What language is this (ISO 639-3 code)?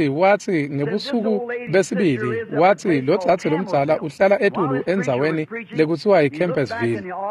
ssw